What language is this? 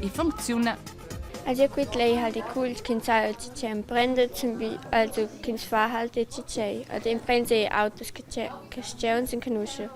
Romansh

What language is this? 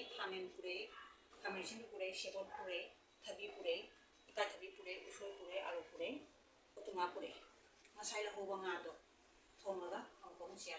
Manipuri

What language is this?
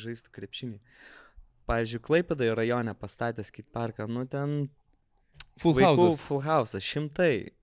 Lithuanian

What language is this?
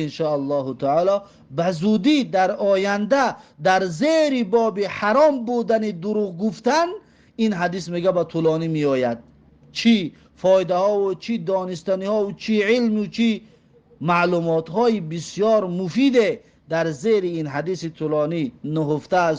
Tajik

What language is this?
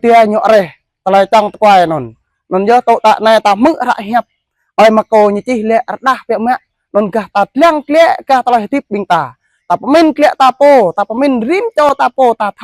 Jarai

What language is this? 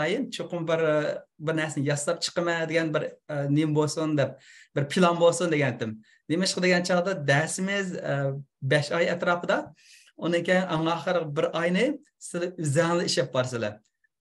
Uyghur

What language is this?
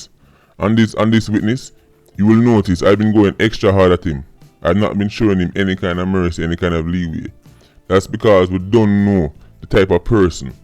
Jamaican Creole English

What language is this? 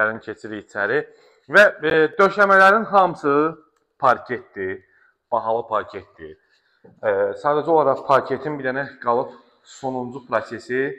Azerbaijani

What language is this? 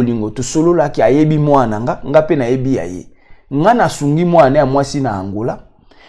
Lingala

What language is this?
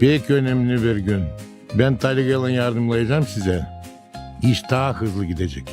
Gagauz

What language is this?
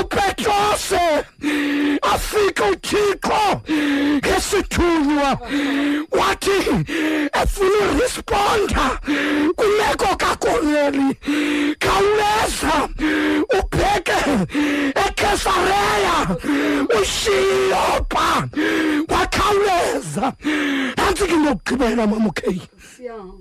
Xhosa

